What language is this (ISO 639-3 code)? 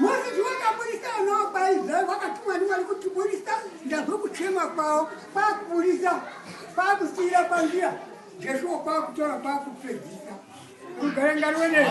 sna